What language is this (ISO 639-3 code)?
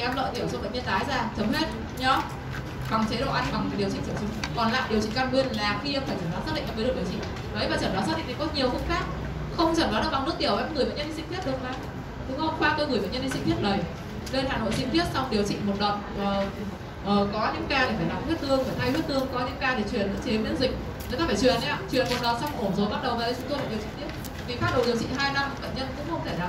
vie